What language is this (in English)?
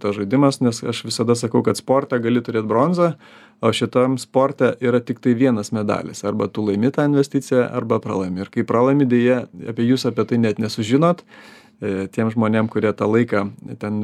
Lithuanian